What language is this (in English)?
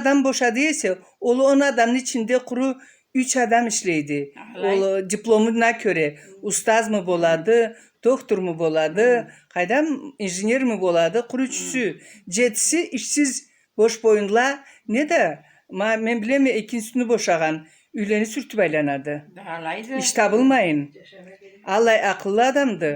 Karachay-Balkar